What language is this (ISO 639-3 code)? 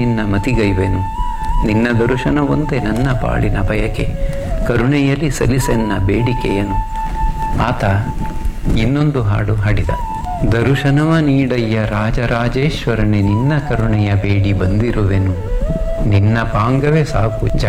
kan